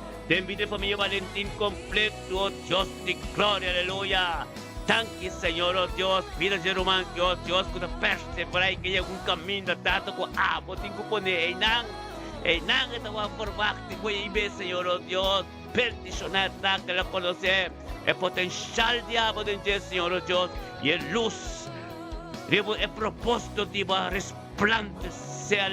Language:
Papiamento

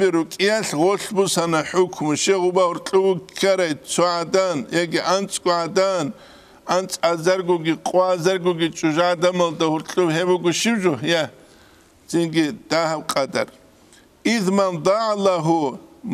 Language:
Avaric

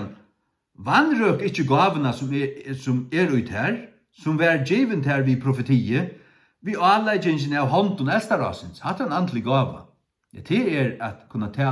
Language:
Faroese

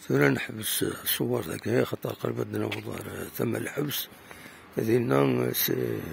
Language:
Kabyle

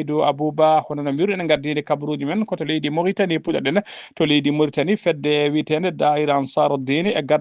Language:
Fula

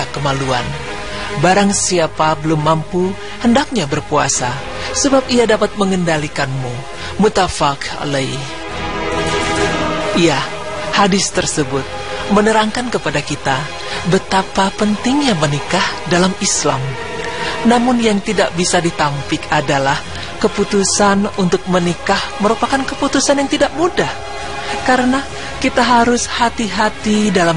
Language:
Indonesian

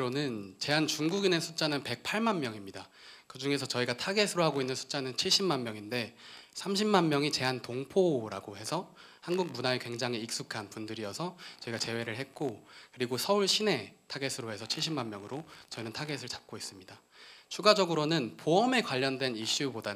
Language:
Korean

